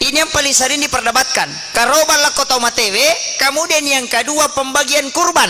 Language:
Buginese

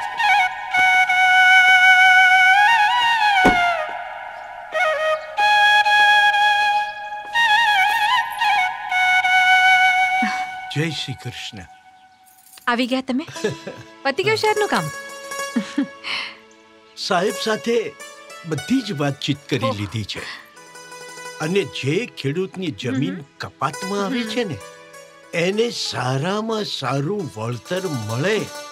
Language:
Gujarati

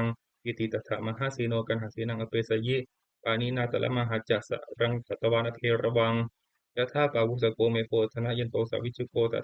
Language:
Pali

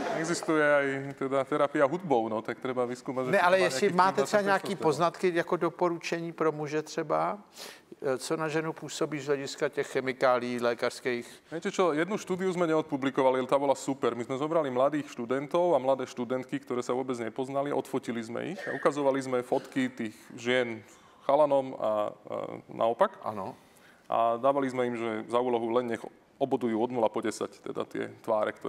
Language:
Czech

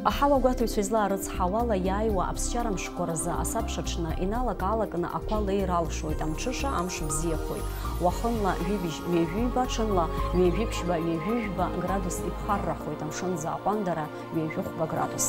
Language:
Abkhazian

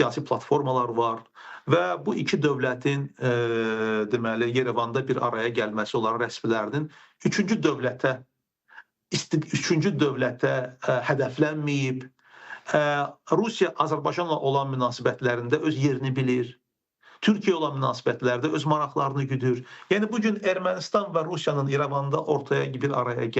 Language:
Azerbaijani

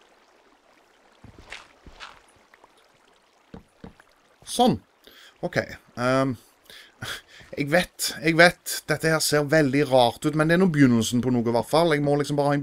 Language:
Norwegian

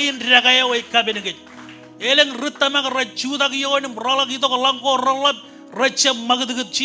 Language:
Marshallese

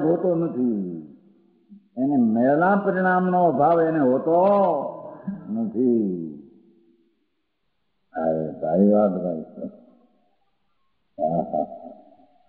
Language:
Gujarati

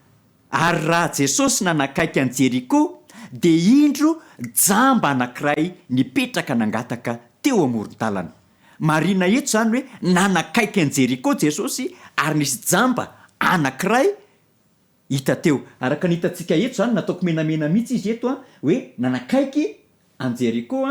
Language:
Malagasy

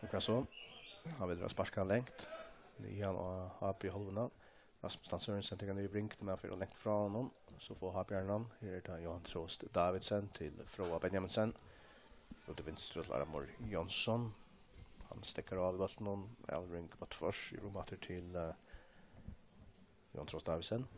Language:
Faroese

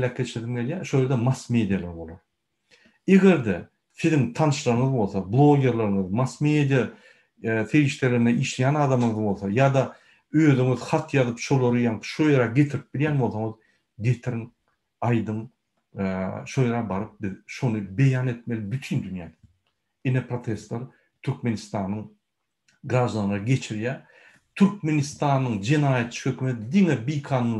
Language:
Turkmen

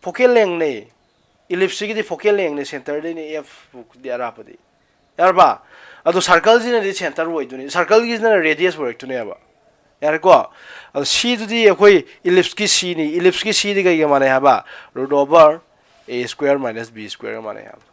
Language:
Manipuri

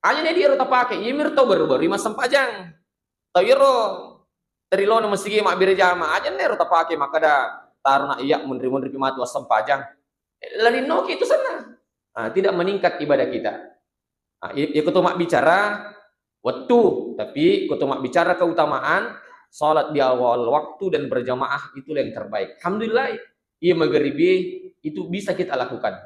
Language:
Buginese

